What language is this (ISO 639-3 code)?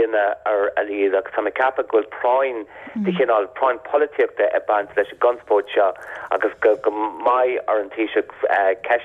gle